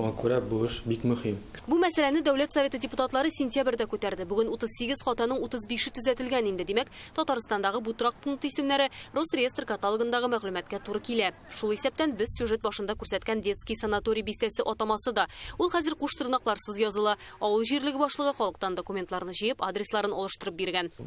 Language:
Tatar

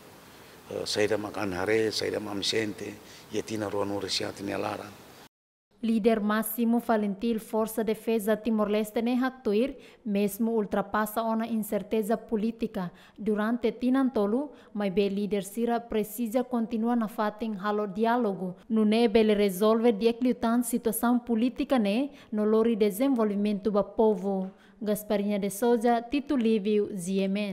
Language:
Tetum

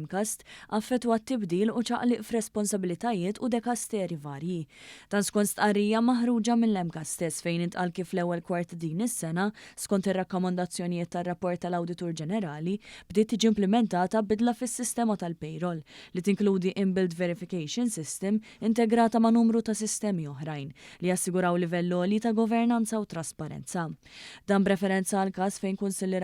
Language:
Maltese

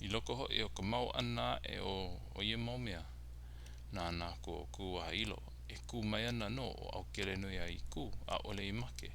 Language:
Hawaiian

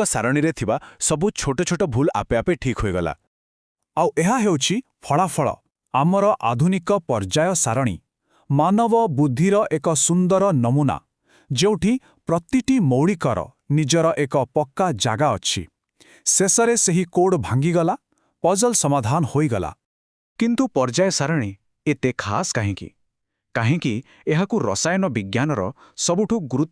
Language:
Odia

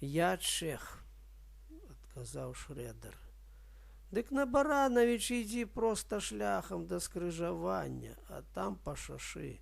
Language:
Belarusian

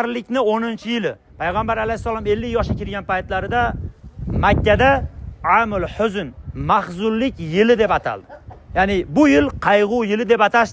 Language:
Uzbek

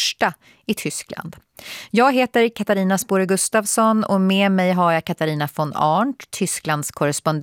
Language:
Swedish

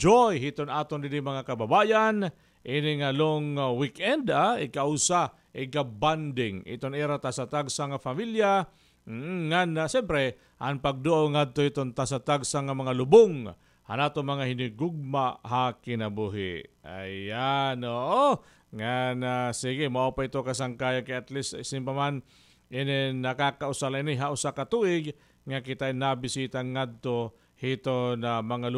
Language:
Waray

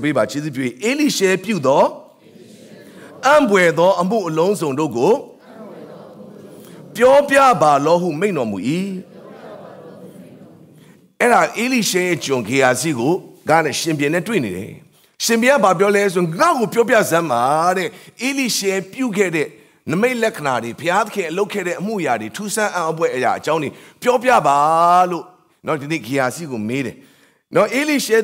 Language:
Burmese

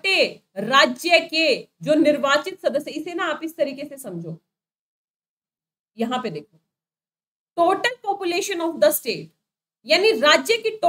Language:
Hindi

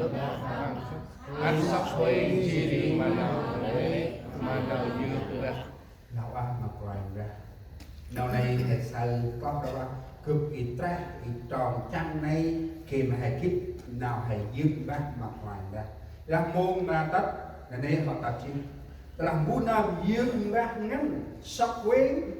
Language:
Central Mnong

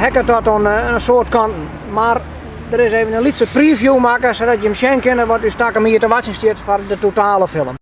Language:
Western Frisian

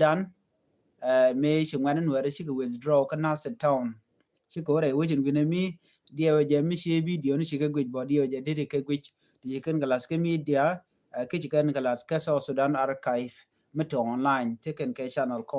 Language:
Nuer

